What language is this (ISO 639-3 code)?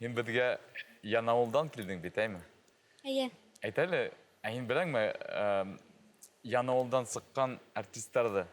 bak